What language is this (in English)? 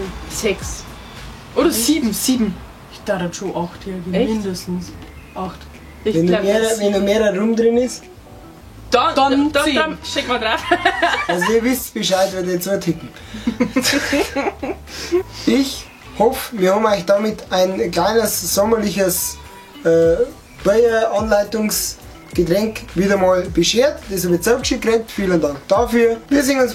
Bavarian